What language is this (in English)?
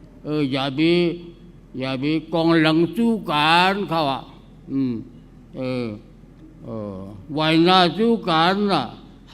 Shan